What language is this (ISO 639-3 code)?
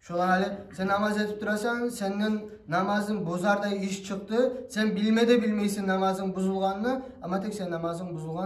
kum